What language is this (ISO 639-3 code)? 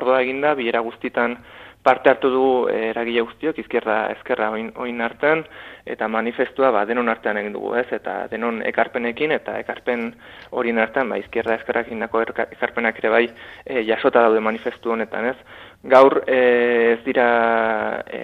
eus